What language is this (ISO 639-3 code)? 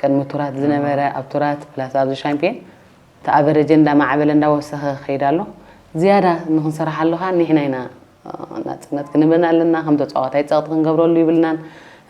tir